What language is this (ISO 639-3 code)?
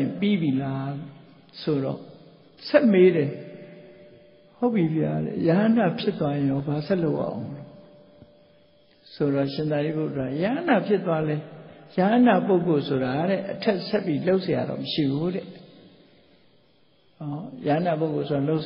mya